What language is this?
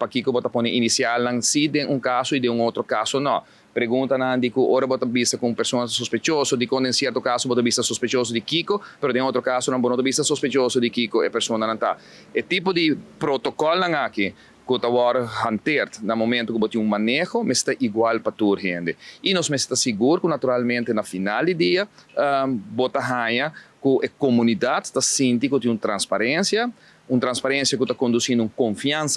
Papiamento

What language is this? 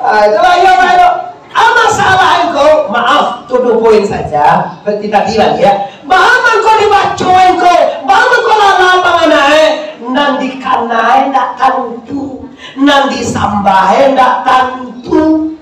Minangkabau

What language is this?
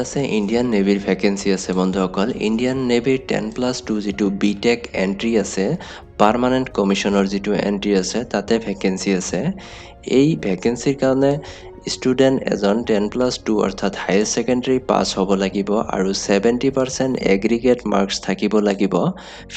Assamese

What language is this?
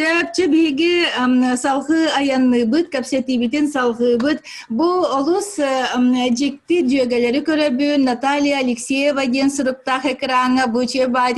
Yakut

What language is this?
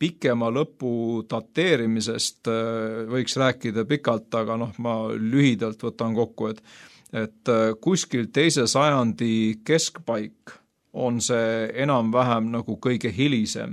Estonian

